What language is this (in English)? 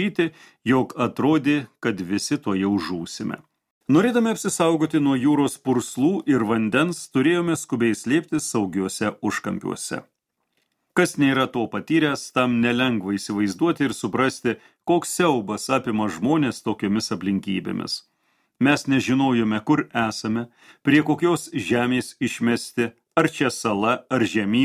Lithuanian